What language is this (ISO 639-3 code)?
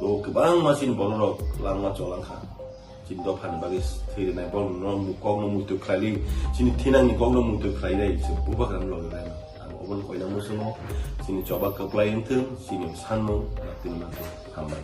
trp